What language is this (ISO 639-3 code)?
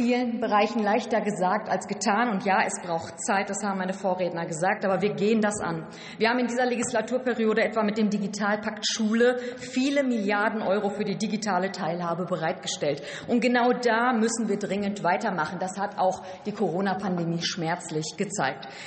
deu